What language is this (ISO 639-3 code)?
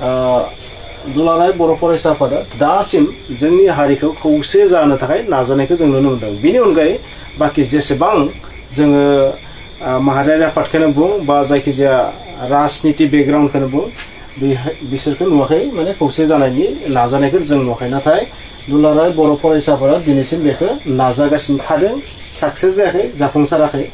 brx